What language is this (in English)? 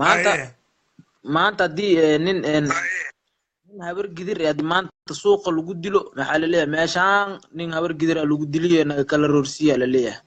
Somali